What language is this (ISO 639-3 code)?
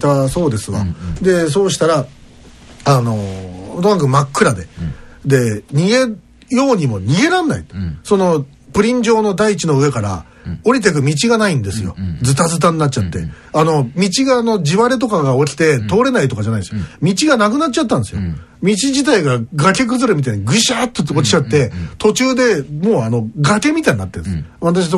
jpn